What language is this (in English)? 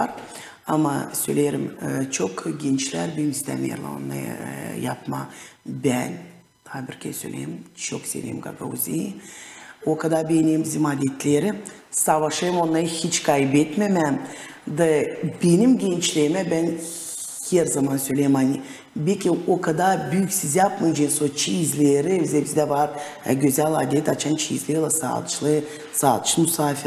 Gagauz